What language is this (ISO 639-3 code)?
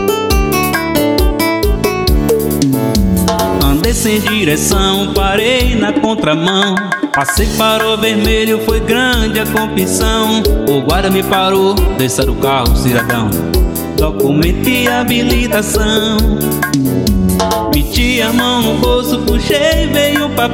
por